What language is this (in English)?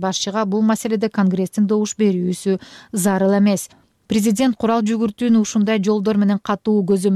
Kyrgyz